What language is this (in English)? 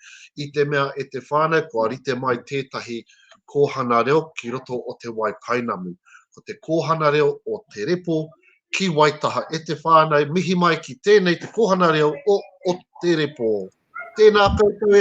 Māori